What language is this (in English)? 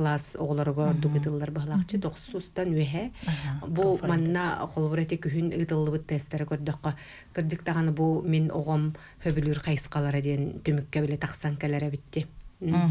Yakut